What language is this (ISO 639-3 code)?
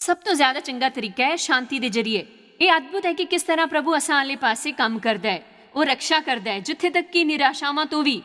doi